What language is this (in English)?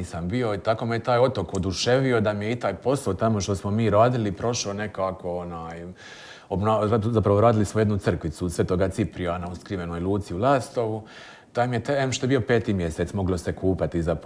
Croatian